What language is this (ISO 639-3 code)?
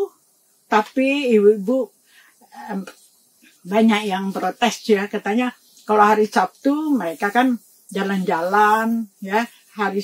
ind